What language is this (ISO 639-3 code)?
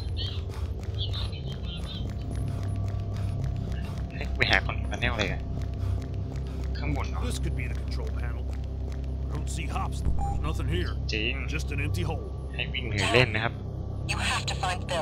tha